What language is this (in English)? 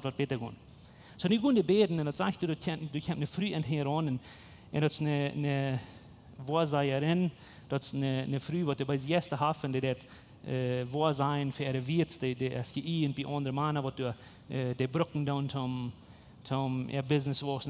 Plautdietsch